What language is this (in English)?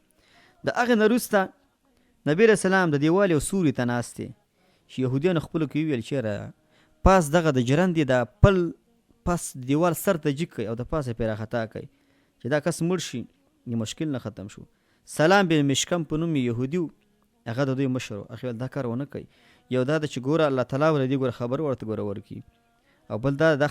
Pashto